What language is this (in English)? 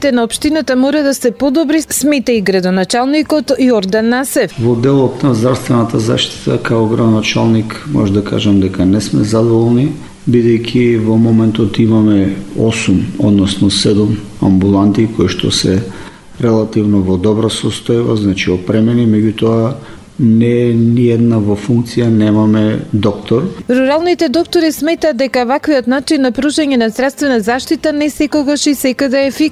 Macedonian